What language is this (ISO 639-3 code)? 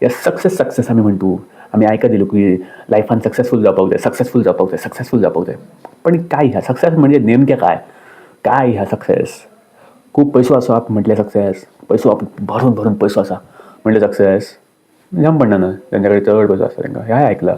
kok